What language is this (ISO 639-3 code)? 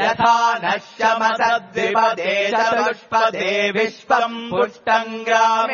san